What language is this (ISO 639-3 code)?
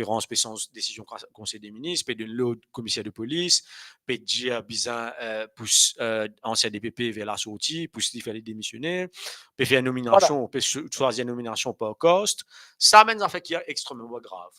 mfe